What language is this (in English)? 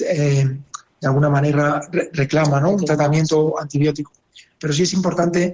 Spanish